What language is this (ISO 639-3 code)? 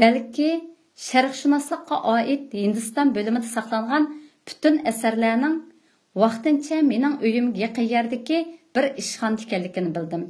uig